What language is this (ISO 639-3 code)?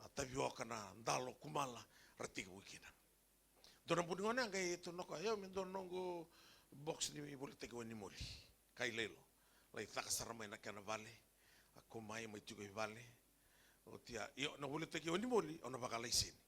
fij